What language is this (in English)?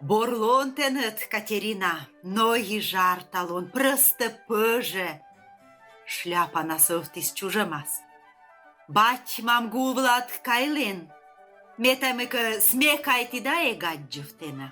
Komi